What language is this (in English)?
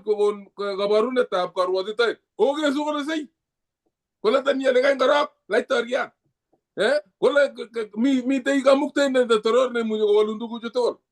Kalenjin